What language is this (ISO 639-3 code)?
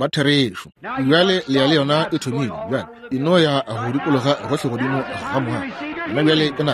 nso